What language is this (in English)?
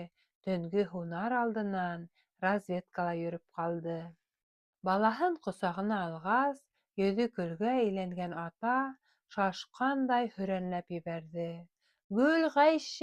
Bashkir